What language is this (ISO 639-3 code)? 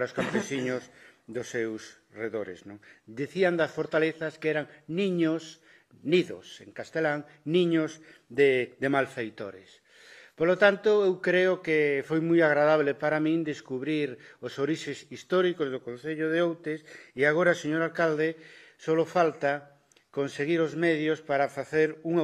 glg